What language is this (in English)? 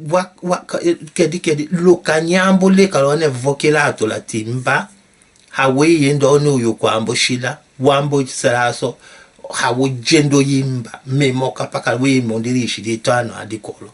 Tetela